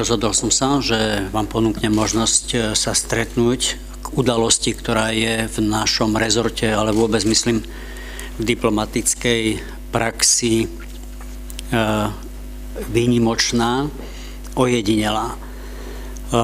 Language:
Slovak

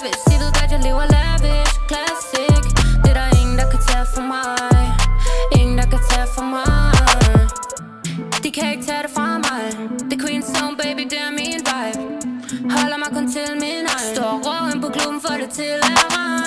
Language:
Danish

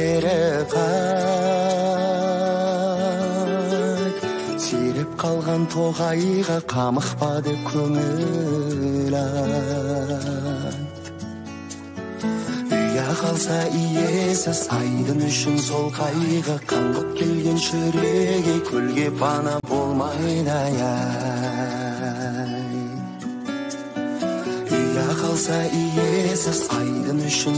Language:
Kazakh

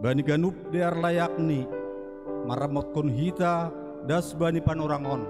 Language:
Batak Simalungun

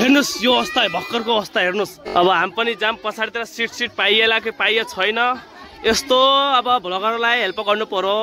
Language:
Nepali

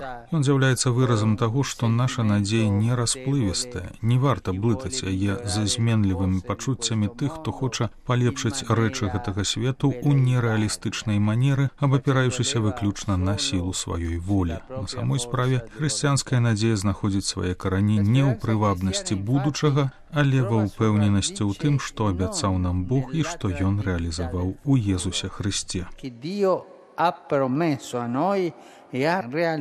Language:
Belarusian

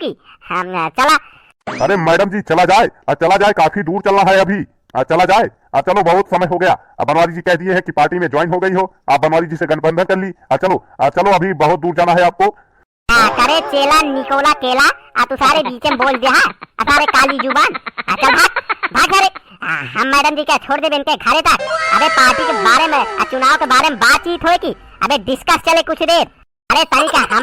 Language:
Awadhi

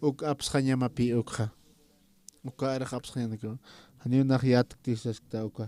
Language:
Aymara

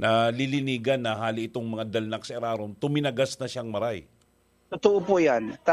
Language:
Bikol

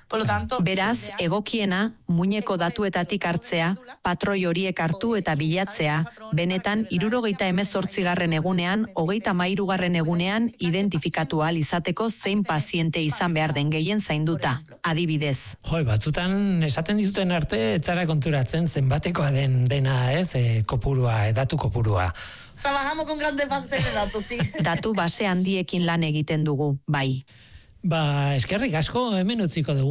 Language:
Basque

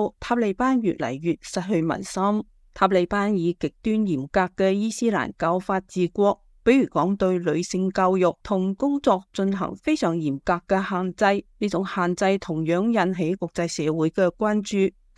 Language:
Cantonese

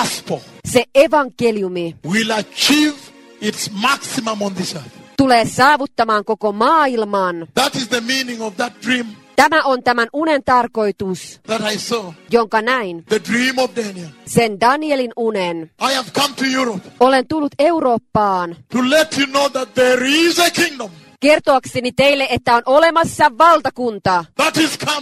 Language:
Finnish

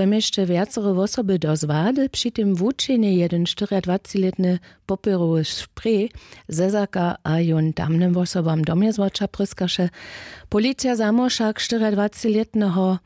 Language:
Upper Sorbian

